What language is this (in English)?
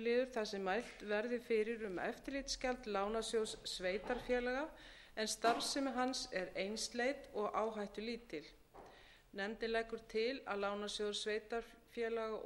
Icelandic